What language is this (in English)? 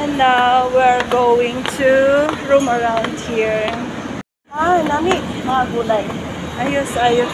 Hiligaynon